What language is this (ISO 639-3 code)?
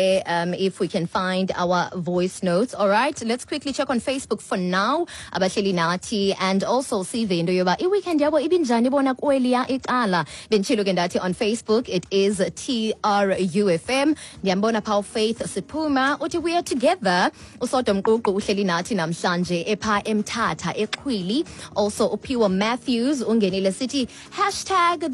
xho